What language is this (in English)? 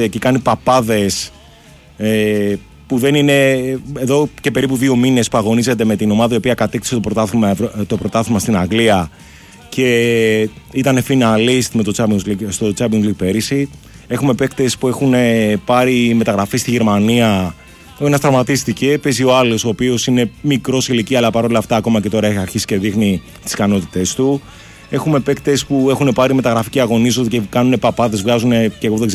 Greek